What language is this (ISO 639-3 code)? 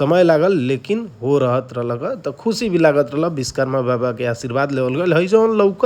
bho